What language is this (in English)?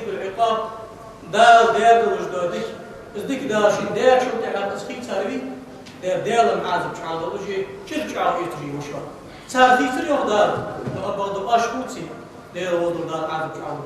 Ingush